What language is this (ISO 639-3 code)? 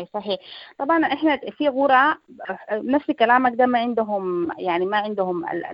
apd